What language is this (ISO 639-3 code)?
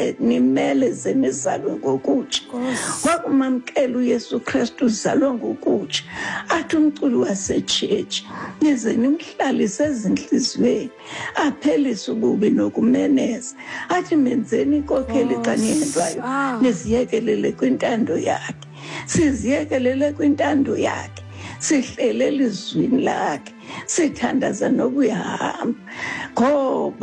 xho